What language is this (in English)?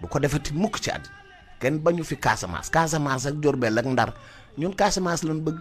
Wolof